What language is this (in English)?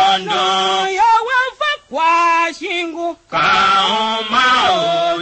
Tiv